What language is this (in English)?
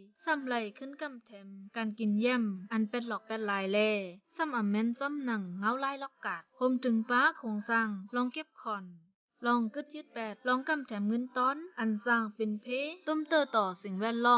Shan